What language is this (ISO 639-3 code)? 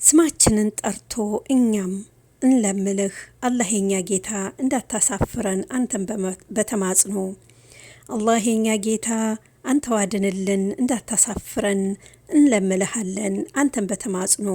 amh